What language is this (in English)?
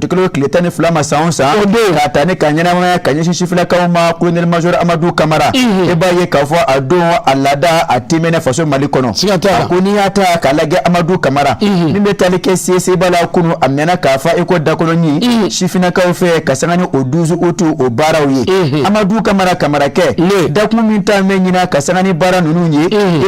Bambara